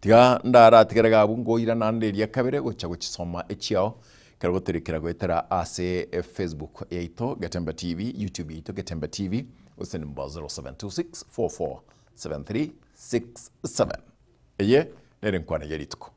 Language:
Gusii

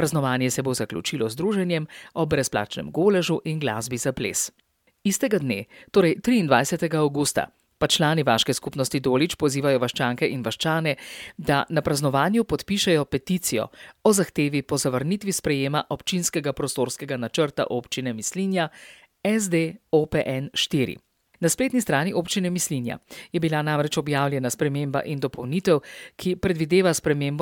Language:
Slovenian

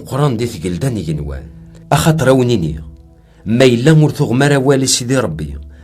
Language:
Kabyle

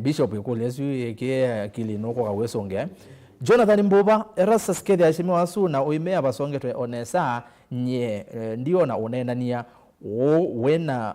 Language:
Kamba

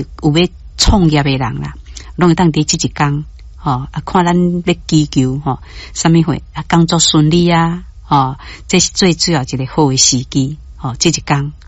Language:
Min Nan Chinese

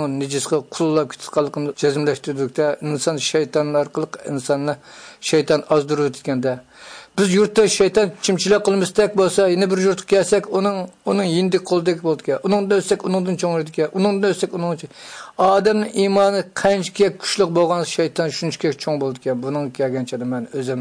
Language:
Uyghur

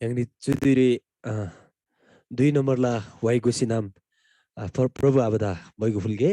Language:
Eastern Tamang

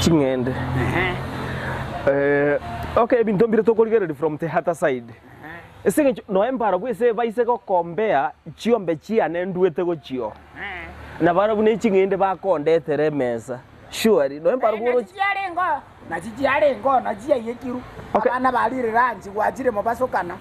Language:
Gusii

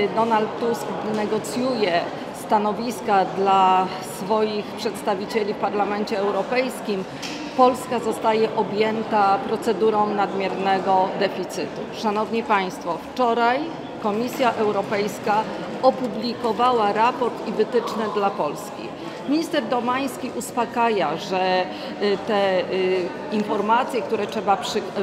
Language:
Polish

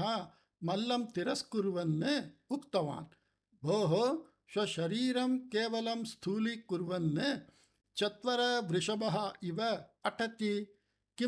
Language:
Sanskrit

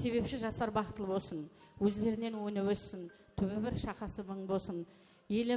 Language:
Kara-Kalpak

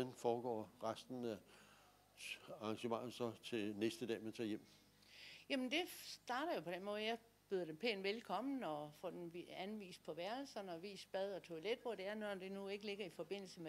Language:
Danish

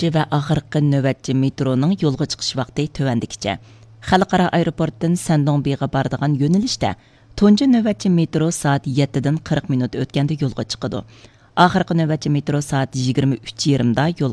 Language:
Uyghur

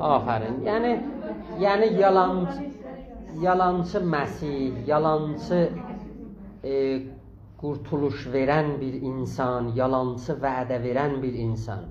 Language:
South Azerbaijani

